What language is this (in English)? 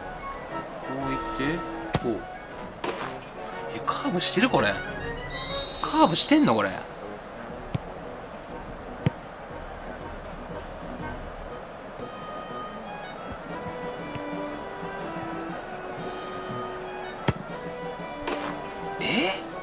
Japanese